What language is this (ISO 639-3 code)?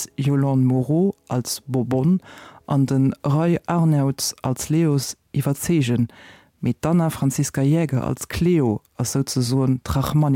ltz